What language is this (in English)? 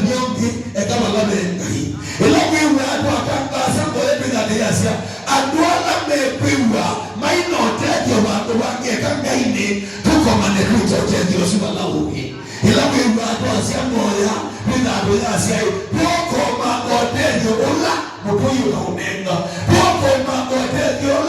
Kamba